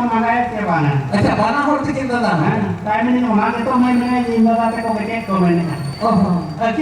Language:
Santali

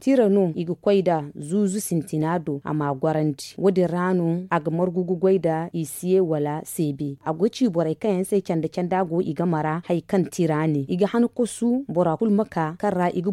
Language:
Zarma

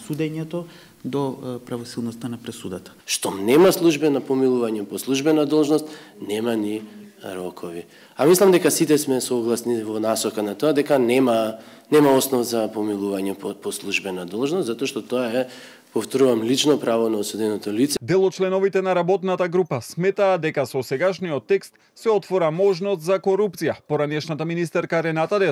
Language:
Macedonian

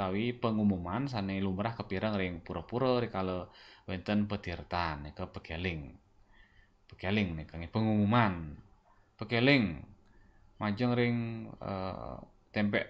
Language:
Balinese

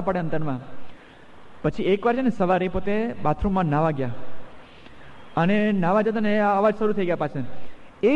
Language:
Gujarati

